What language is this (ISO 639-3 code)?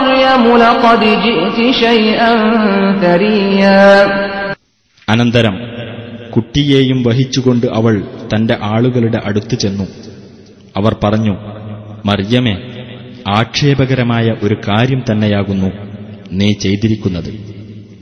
mal